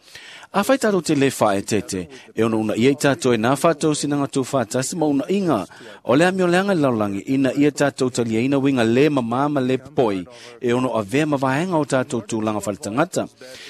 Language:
Samoan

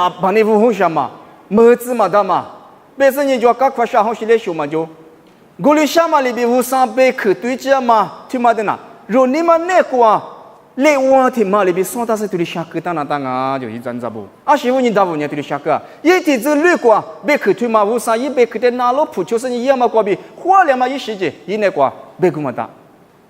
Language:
Lisu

